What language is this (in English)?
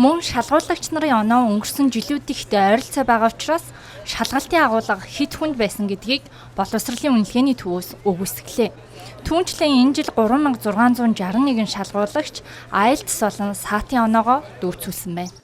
Mongolian